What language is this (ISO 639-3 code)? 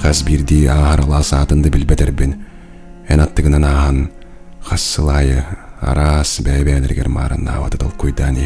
sah